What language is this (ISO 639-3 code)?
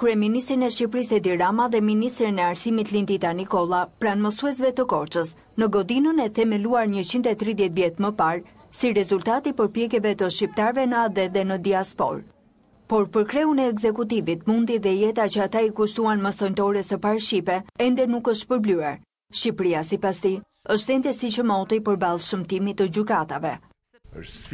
sqi